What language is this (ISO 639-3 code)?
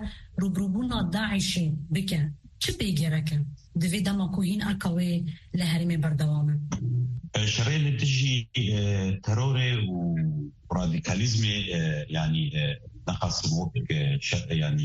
kur